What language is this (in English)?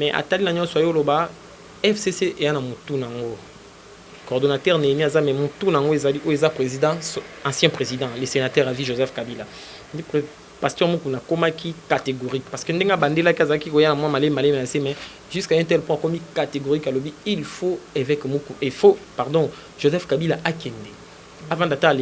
Lingala